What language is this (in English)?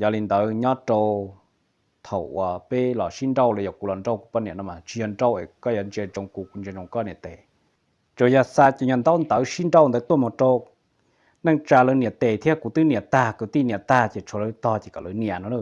Hmong